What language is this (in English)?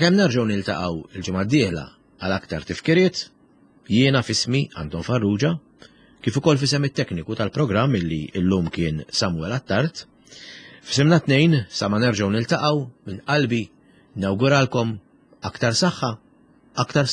Maltese